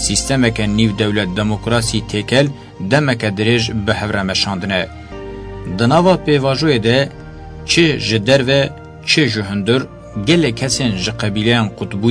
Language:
Kurdish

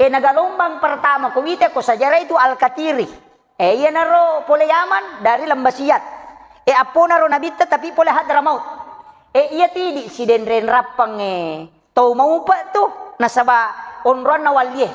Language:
Buginese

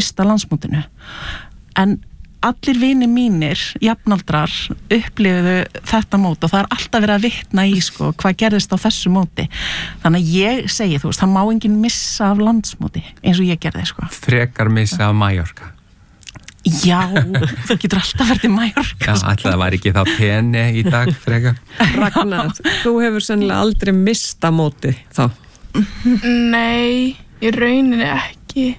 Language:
Icelandic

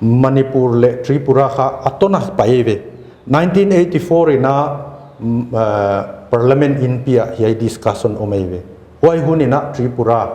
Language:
Paite Chin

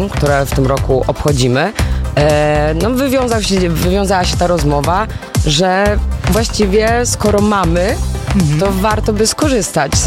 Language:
Polish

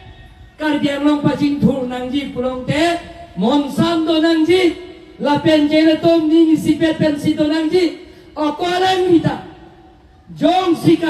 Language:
Karbi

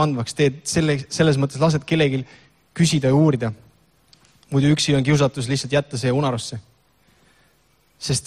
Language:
Estonian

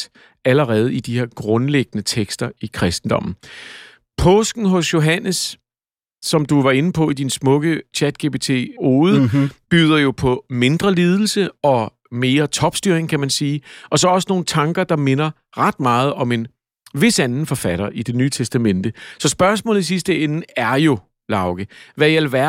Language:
Danish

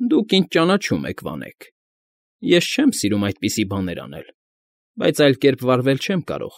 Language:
Armenian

